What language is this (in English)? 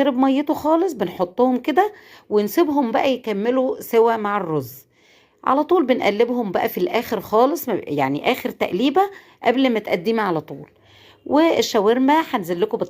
Egyptian Arabic